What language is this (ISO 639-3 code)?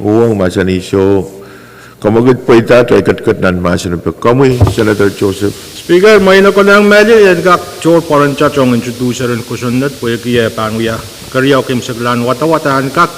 pon